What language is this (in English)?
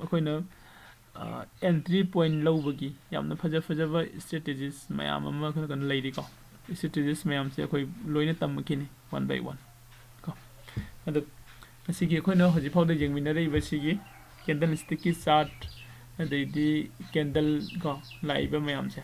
Manipuri